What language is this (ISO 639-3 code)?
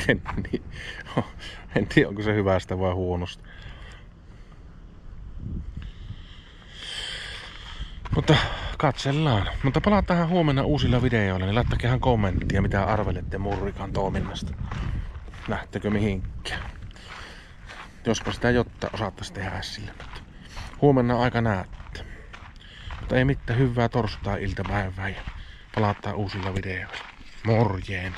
fin